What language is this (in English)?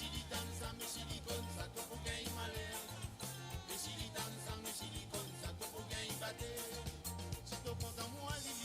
Morisyen